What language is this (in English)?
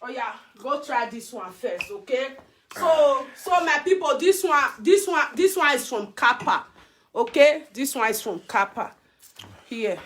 Nigerian Pidgin